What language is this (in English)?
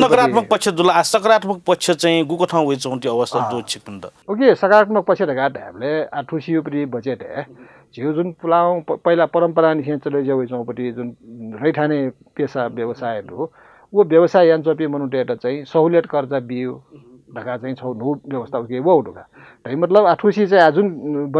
Newari